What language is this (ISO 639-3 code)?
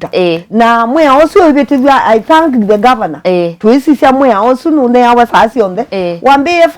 kam